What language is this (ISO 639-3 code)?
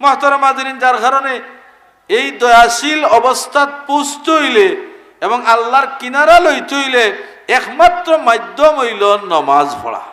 syl